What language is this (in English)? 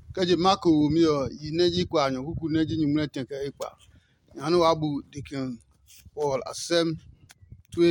Adangme